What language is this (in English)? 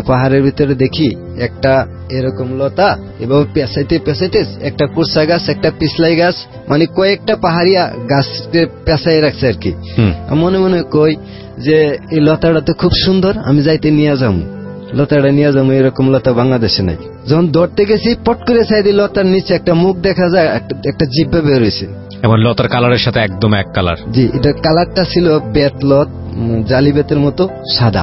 Bangla